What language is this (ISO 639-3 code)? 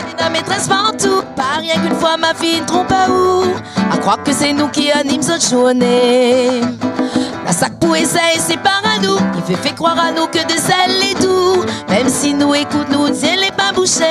rcf